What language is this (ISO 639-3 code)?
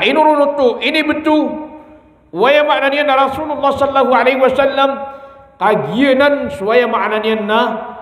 mrw